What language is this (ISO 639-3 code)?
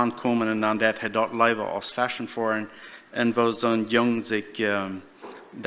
pdt